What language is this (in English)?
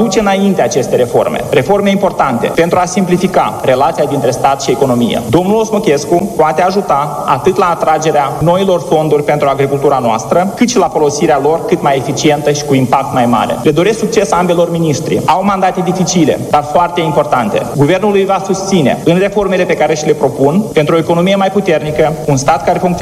Romanian